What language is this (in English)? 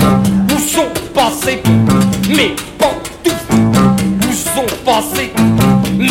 French